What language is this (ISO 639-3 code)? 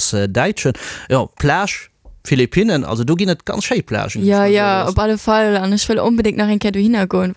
ltz